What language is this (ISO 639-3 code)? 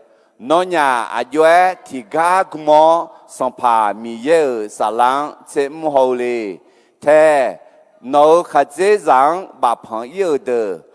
ahk